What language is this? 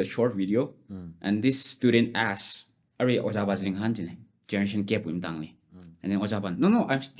Tangkhul Naga (India)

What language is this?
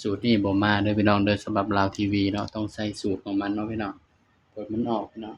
Northeastern Thai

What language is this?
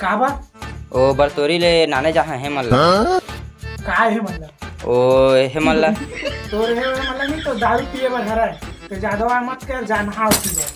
Chhattisgarhi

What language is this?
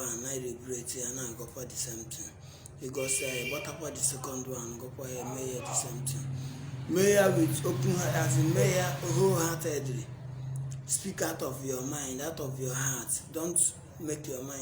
Igbo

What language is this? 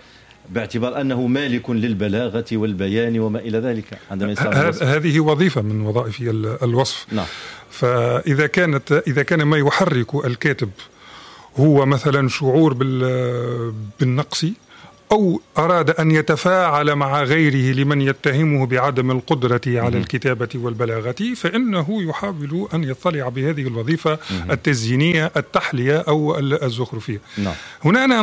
Tunisian Arabic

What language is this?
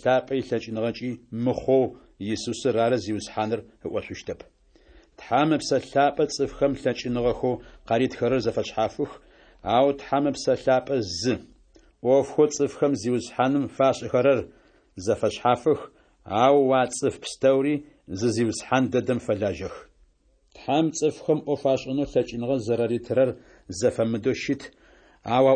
Adyghe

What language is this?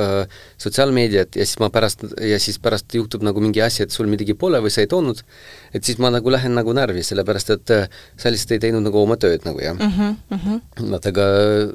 Estonian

